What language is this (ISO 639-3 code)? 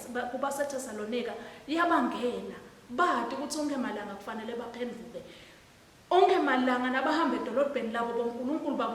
ssw